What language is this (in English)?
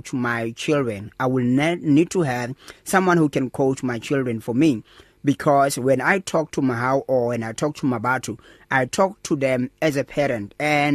English